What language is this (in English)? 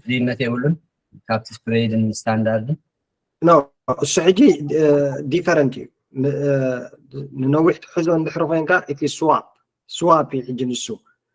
Tigrinya